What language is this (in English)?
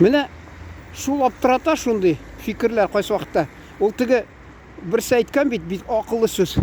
Tatar